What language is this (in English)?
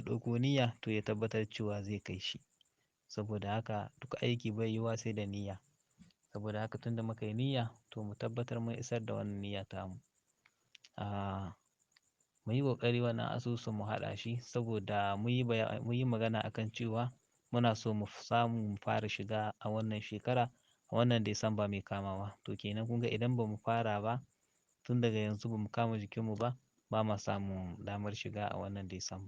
Hausa